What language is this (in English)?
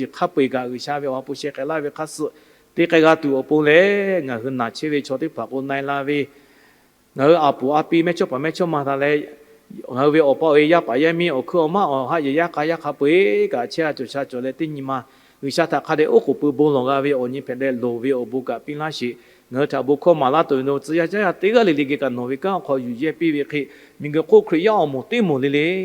Lahu